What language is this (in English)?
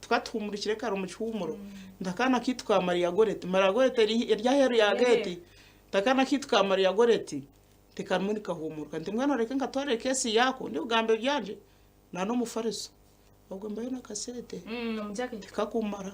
Nyankole